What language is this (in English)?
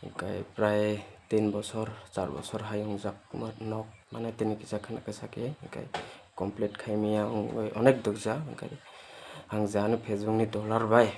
Kok Borok